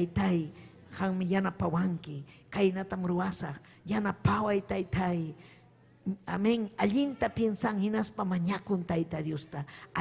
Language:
Ayacucho Quechua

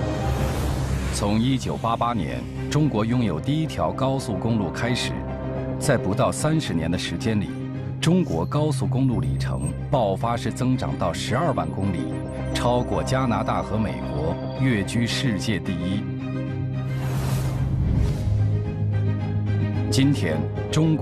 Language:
Chinese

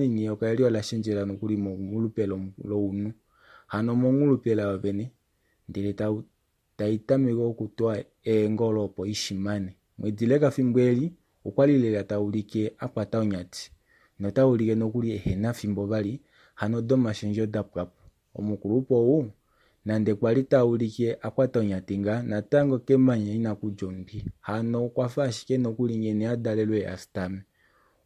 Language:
Kuanyama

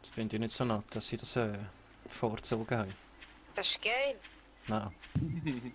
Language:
Swiss German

